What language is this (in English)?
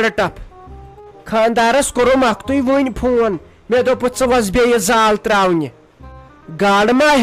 Kashmiri